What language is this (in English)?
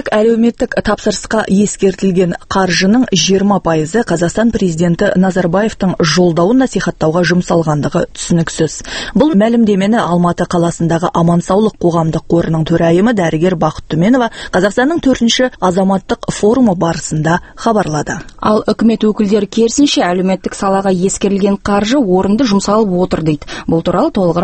Kazakh